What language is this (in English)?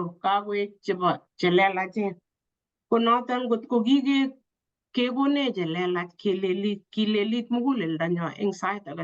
Kalenjin